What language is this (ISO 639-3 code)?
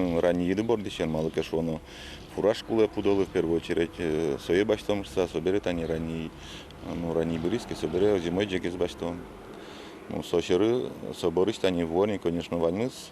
udm